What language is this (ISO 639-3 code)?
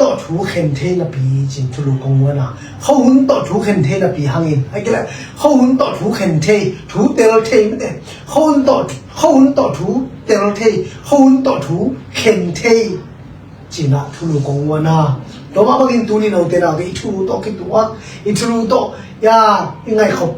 ctd